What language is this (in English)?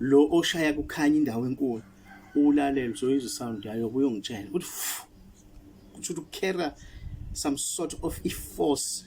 Zulu